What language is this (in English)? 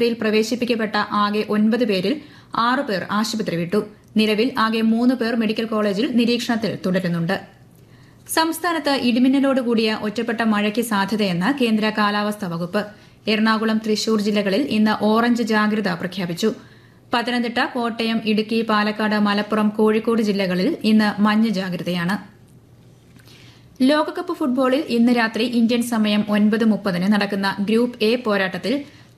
Malayalam